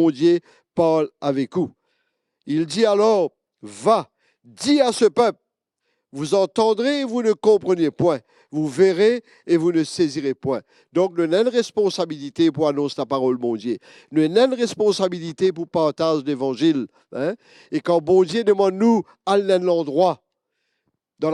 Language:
Morisyen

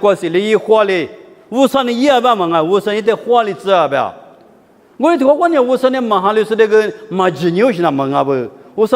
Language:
Lisu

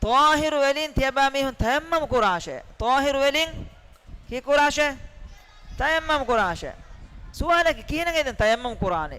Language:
Divehi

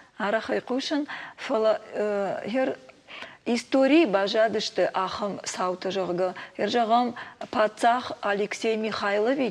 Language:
Ossetic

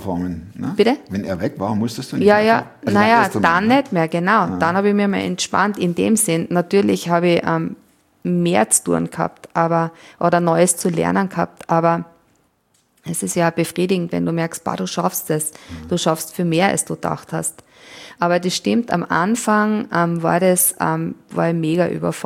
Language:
German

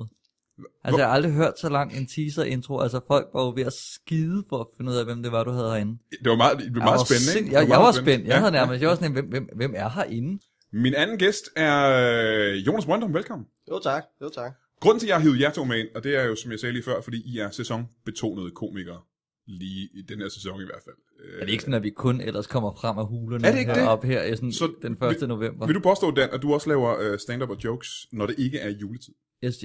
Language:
Danish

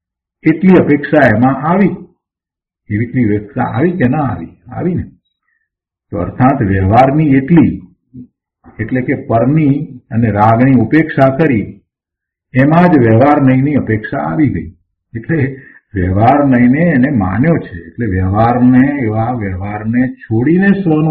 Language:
Gujarati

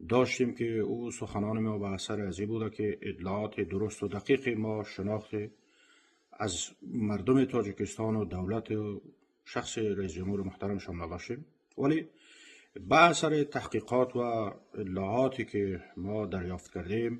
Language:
Tajik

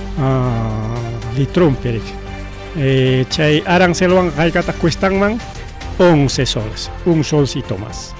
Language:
Ayacucho Quechua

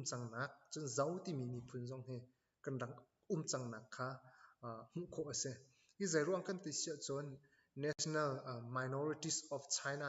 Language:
Hakha Chin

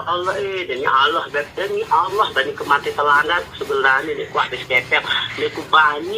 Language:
Sasak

